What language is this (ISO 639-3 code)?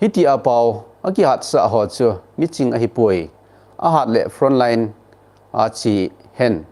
tcz